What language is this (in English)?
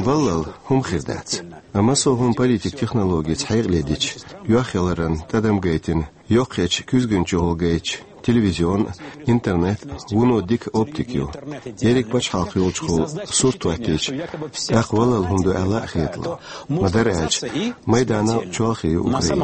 Chechen